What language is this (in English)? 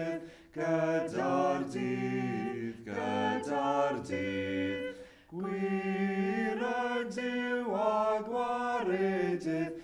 Welsh